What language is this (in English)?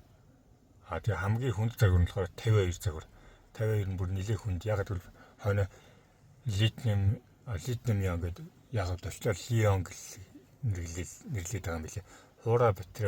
Mongolian